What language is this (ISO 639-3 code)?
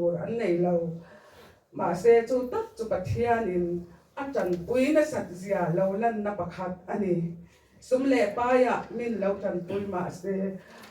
lus